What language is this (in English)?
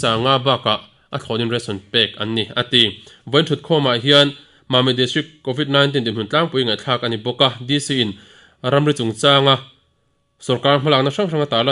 Mizo